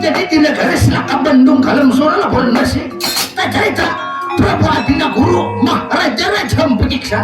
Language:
Banjar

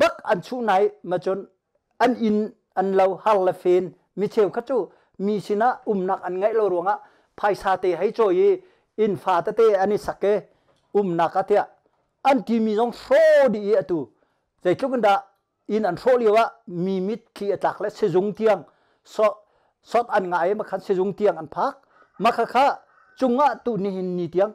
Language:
Hakha Chin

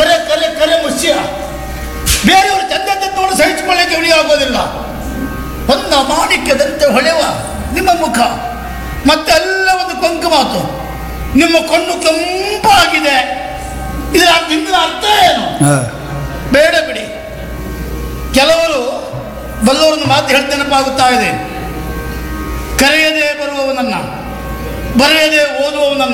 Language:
Kannada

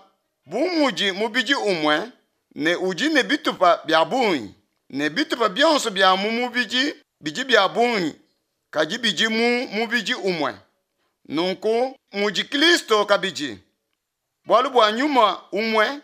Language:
Luba-Lulua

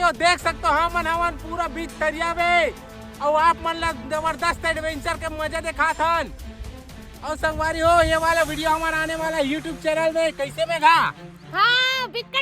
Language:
Chhattisgarhi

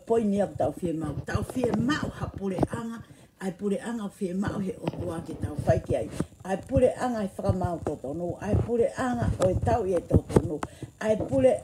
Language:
Tongan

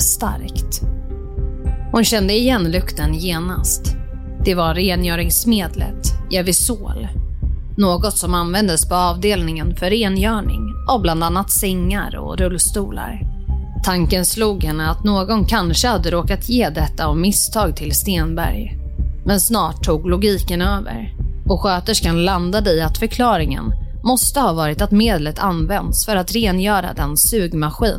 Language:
Swedish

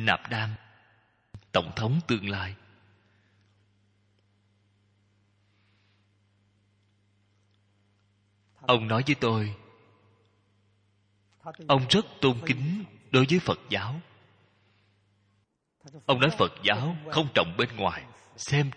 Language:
Vietnamese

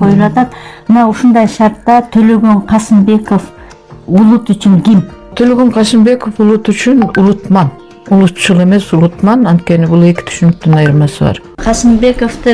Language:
Kyrgyz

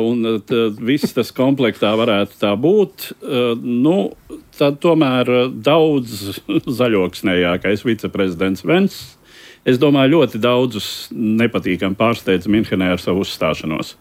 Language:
Latvian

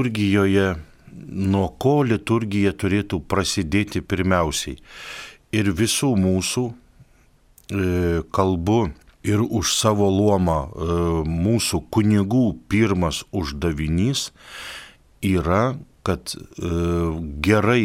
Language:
Lithuanian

